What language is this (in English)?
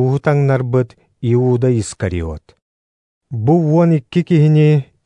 Yakut